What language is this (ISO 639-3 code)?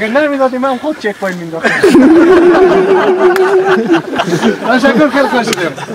fas